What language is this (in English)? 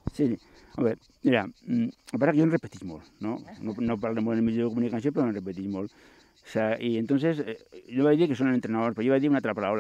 Catalan